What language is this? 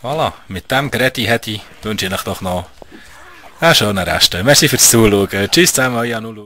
Swiss German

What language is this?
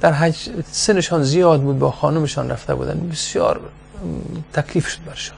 Persian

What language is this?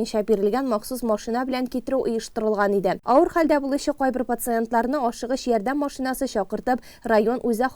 Tatar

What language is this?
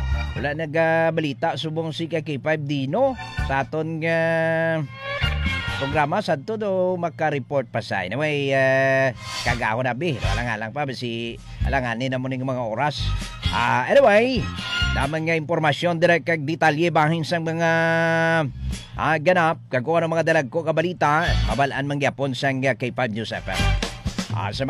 Hiligaynon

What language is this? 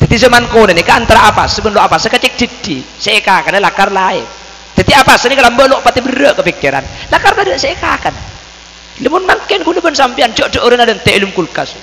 Madurese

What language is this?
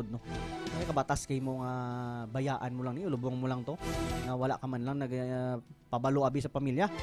Hiligaynon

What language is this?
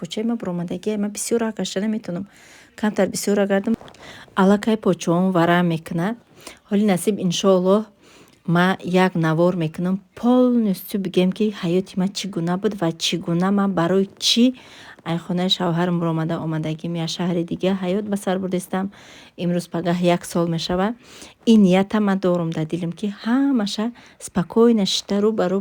Tajik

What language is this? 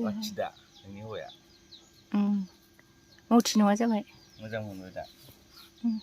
Bodo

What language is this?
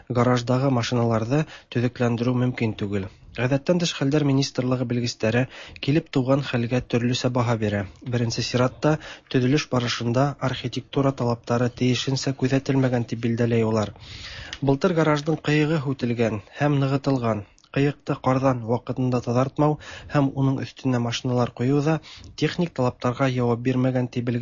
Tatar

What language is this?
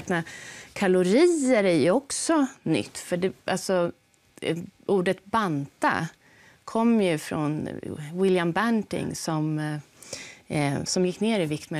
Swedish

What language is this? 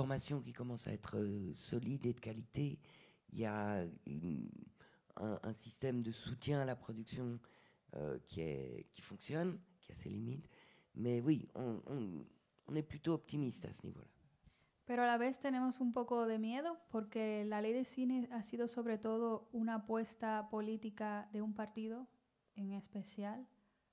French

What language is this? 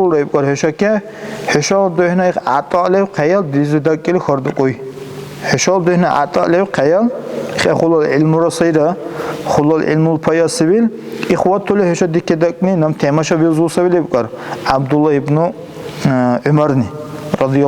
Dargwa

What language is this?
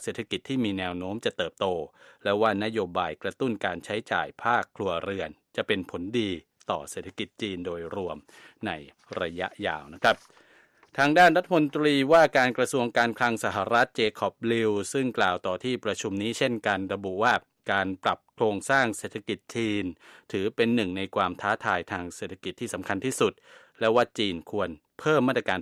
Thai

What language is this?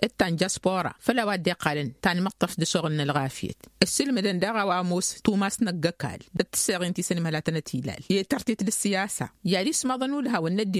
Tamasheq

